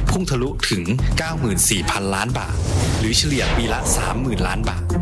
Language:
Thai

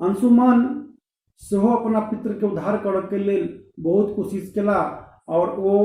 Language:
Maithili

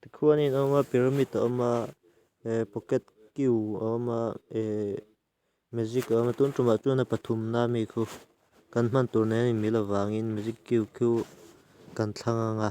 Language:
Mizo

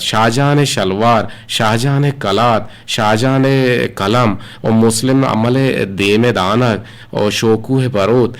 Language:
Eastern Balochi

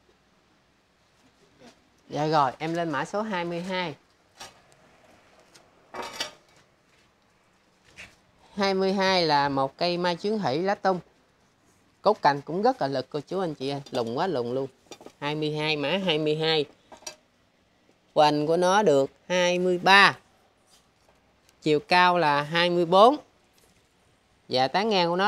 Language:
Vietnamese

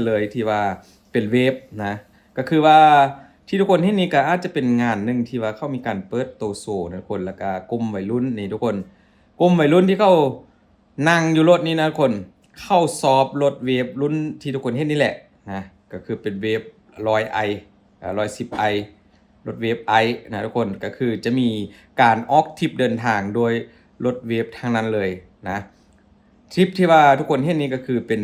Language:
Lao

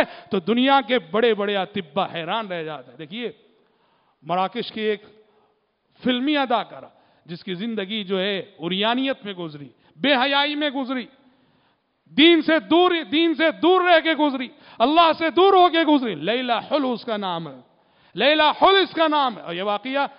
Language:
Urdu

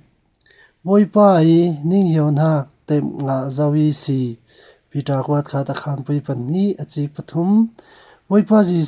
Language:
Falam Chin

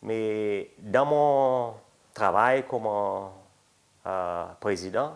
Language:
Seselwa Creole French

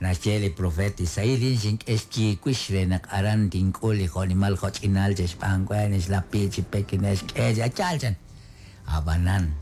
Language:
Kekchí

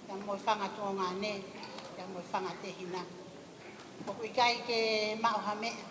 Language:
Tongan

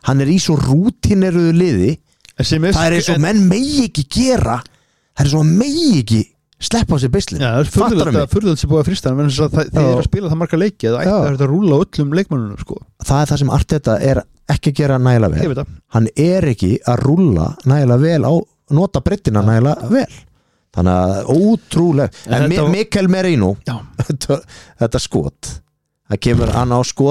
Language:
Icelandic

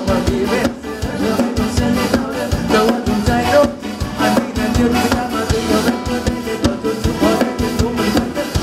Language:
Thai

